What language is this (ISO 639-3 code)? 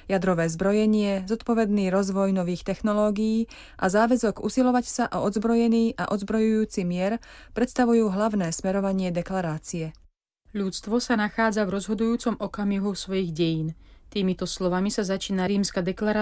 slk